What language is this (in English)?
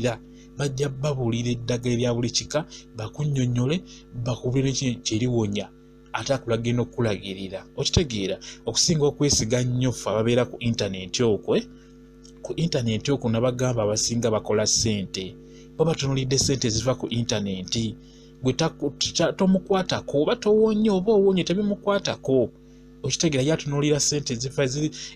Ganda